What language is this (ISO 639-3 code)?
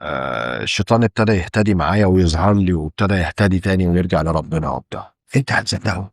arz